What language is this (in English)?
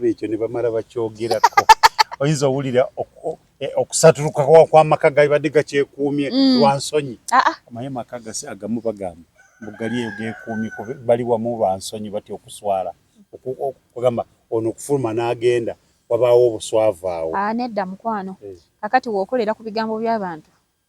Ganda